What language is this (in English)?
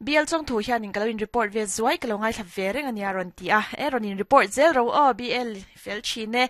Mizo